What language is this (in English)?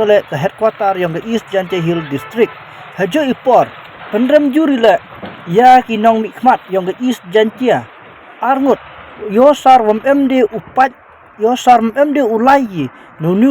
Pnar